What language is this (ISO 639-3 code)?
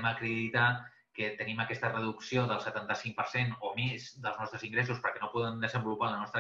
cat